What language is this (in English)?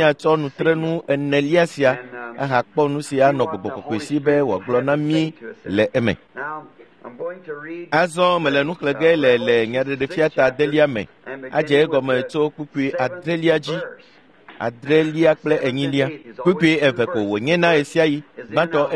Ewe